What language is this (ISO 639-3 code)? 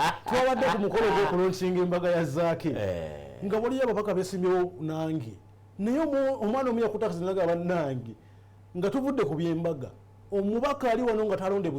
lug